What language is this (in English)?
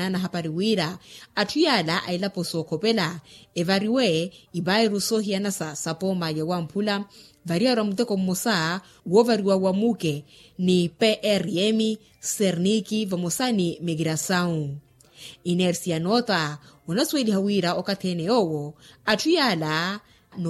Makhuwa